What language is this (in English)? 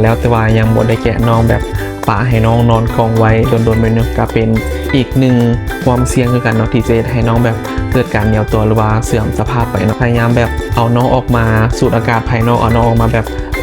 Lao